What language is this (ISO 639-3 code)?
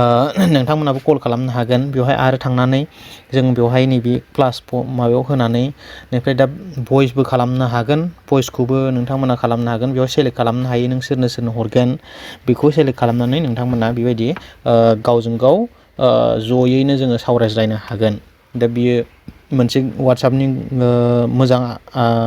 brx